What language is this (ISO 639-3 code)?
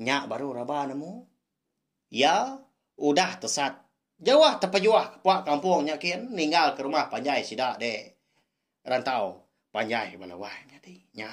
iba